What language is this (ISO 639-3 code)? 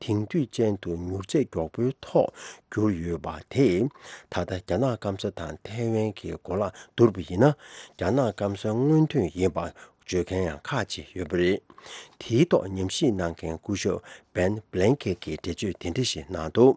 bod